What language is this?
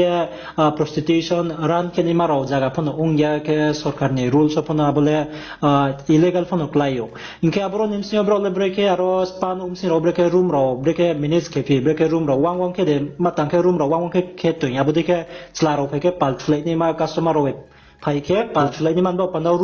Riang (India)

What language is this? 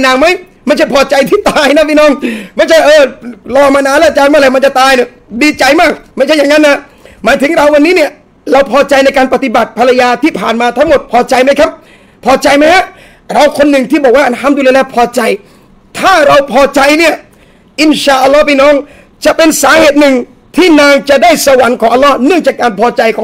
Thai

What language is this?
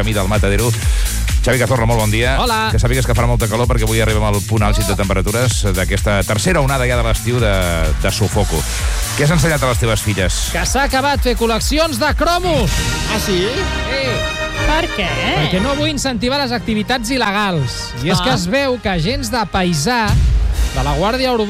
Catalan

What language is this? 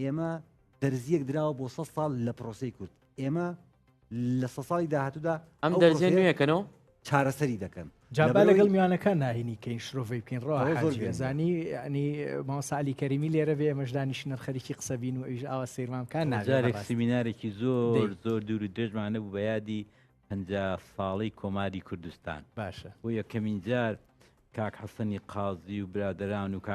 Central Kurdish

